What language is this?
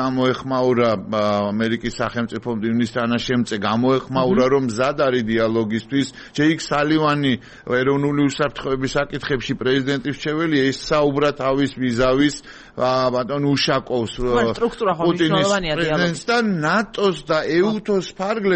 Georgian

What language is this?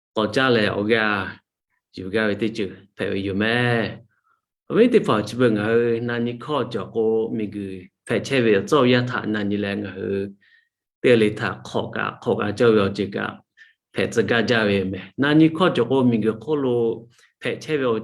Lahu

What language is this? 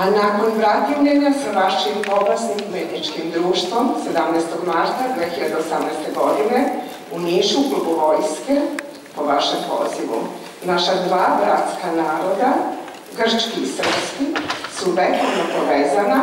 Serbian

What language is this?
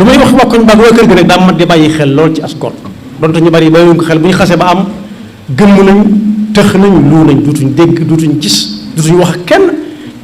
Wolof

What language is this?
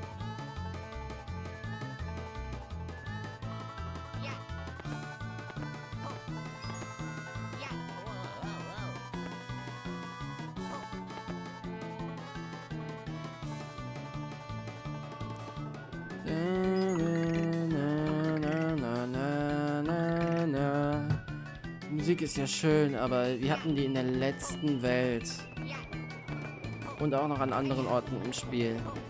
German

